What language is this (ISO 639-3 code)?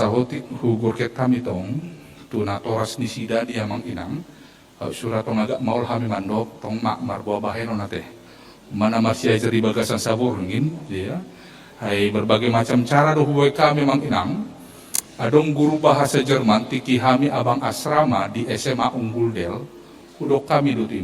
bbc